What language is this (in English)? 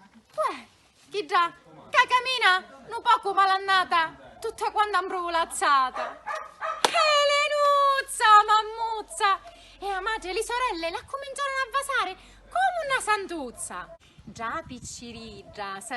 Sicilian